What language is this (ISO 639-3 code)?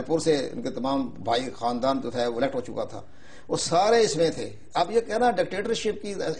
urd